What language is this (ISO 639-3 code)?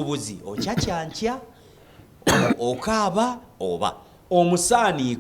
lug